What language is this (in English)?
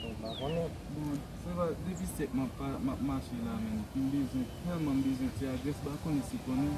Haitian Creole